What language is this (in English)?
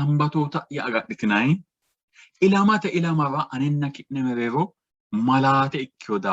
Sidamo